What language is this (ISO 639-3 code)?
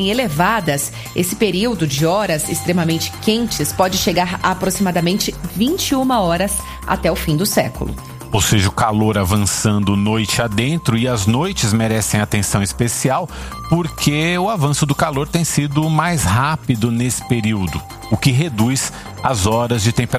por